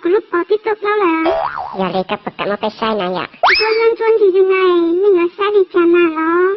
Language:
Hmong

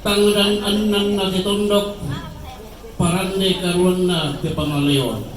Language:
Toraja-Sa'dan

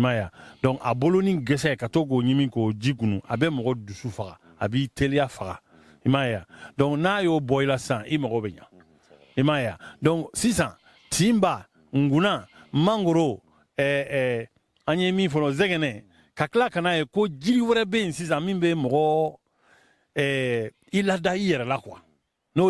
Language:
Bambara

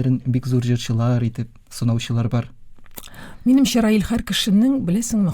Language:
Tatar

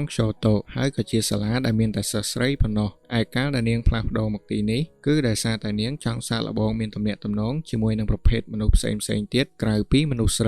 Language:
Khmer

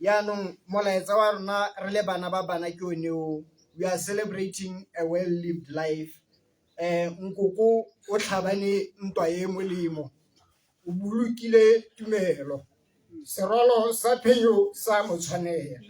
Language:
Tswana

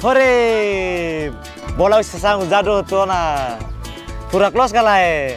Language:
Tetum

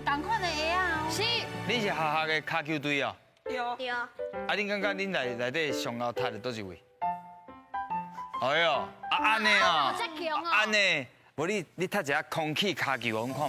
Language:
Min Nan Chinese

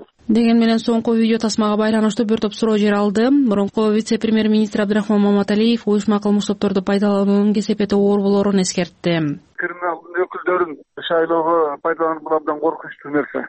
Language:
Kyrgyz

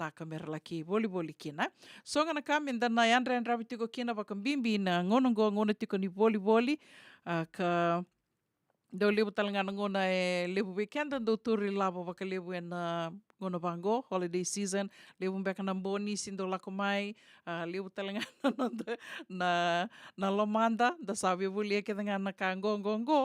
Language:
Fijian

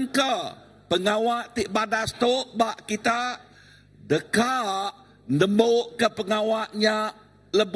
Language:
Iban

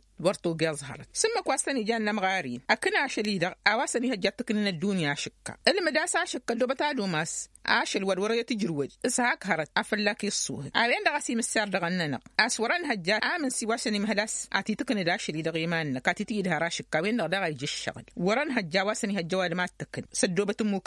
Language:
Tamasheq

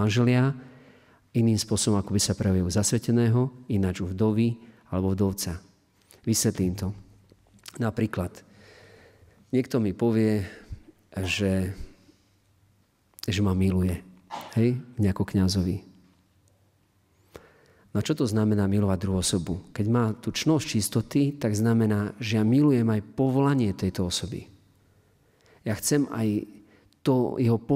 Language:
Slovak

